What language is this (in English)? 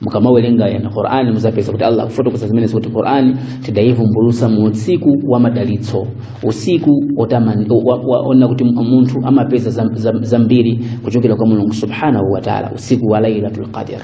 Nyanja